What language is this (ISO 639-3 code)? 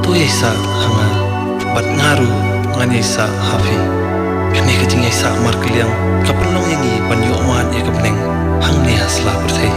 kha